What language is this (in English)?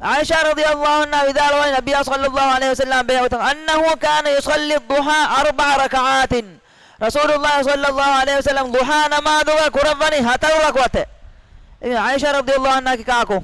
Divehi